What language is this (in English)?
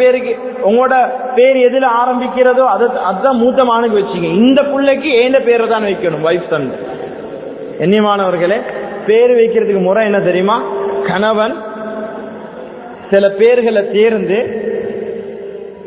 Tamil